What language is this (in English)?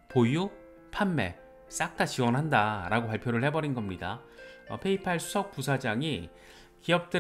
Korean